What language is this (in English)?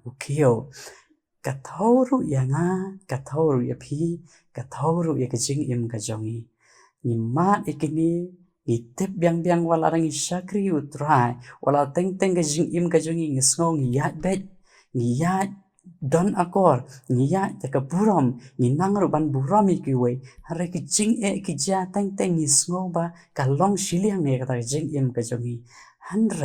Khasi